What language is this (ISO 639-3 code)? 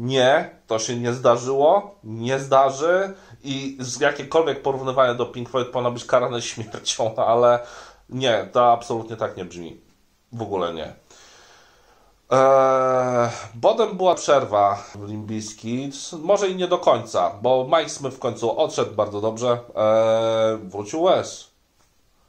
pol